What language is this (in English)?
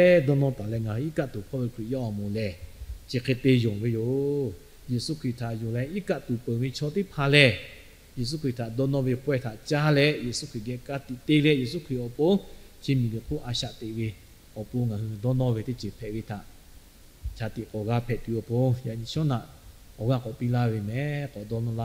Lahu